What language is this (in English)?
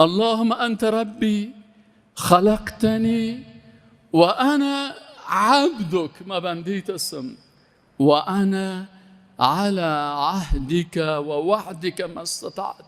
Persian